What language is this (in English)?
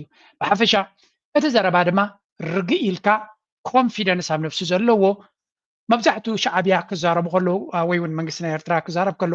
Tigrinya